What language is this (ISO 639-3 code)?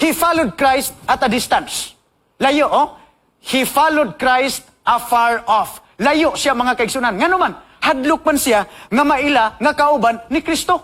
ceb